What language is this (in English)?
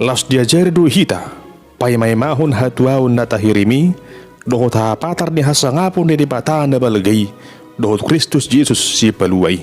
Batak Toba